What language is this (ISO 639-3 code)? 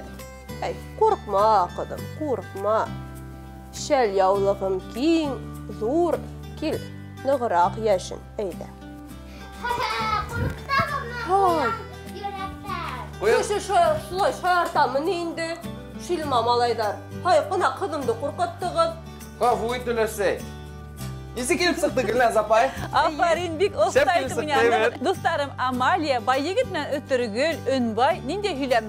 bak